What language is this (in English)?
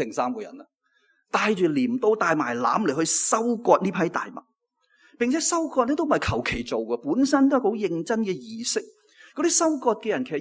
Cantonese